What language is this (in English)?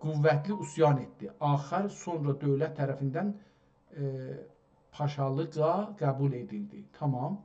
South Azerbaijani